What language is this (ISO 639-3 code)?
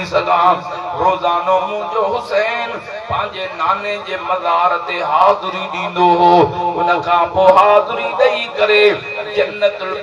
snd